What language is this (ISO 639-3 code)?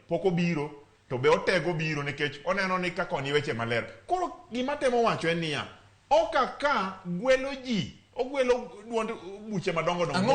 luo